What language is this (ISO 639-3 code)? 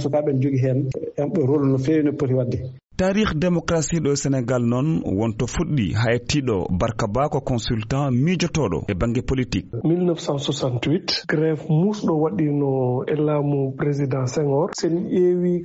ful